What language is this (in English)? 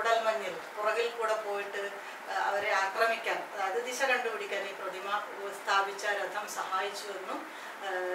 Malayalam